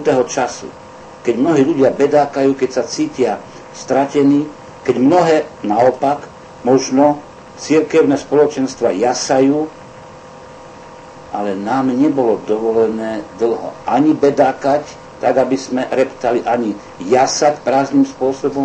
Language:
Slovak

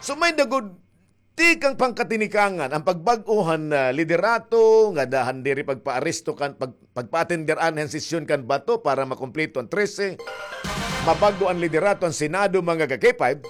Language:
Waray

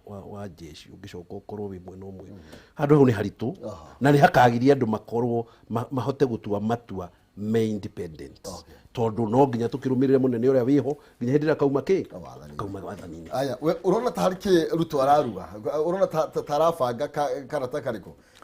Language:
Kikuyu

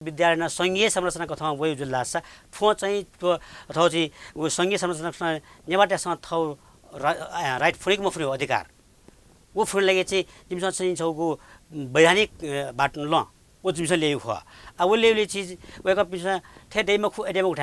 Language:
Newari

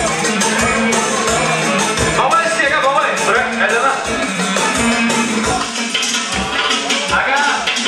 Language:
Turkish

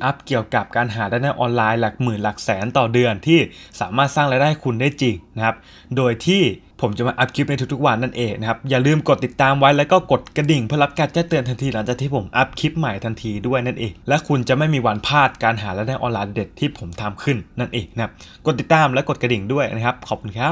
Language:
Thai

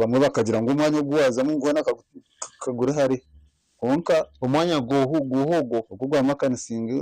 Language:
Nyankole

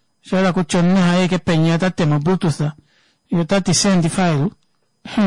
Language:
Kuanyama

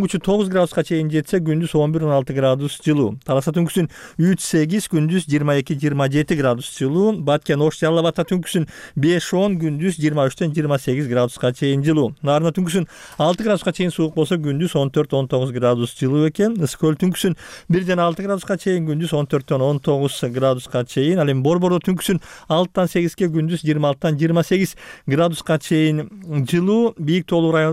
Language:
Kyrgyz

